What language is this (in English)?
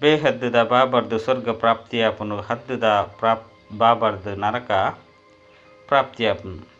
Tulu